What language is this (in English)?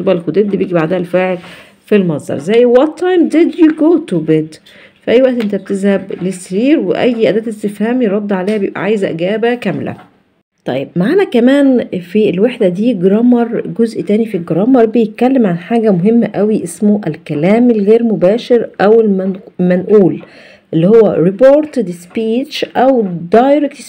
Egyptian Arabic